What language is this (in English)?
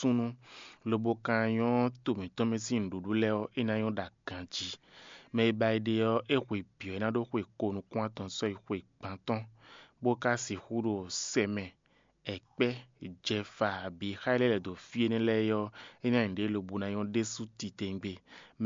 Fon